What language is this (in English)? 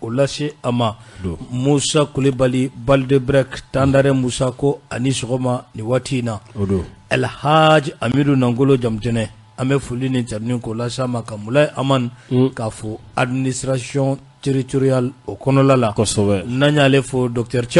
Bambara